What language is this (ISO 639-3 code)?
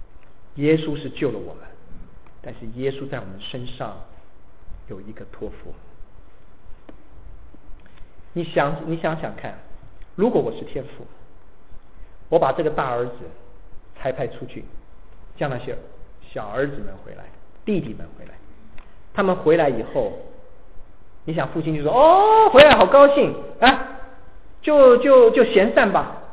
zho